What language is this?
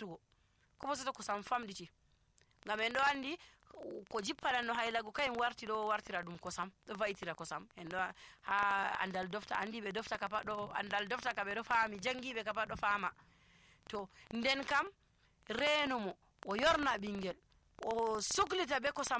Nigerian Fulfulde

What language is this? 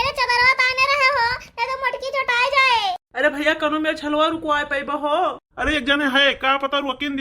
Awadhi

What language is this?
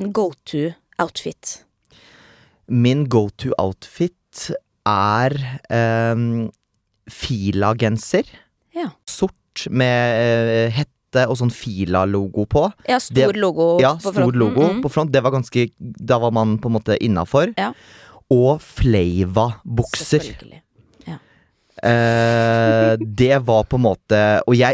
Norwegian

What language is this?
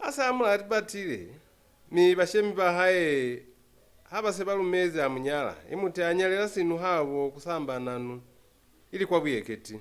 Lozi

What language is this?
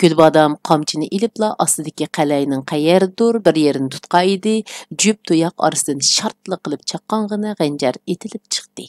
Uyghur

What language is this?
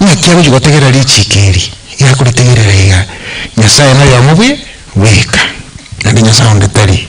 Gusii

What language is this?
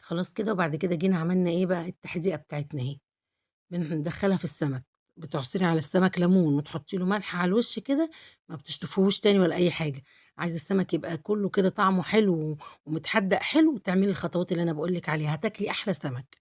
Egyptian Arabic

